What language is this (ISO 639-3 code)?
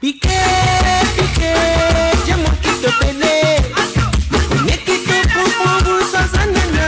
mfe